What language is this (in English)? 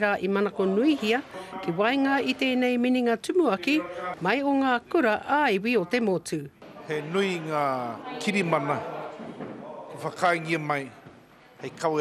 Māori